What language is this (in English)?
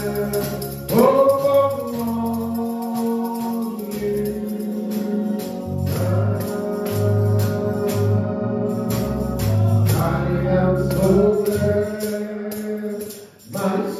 English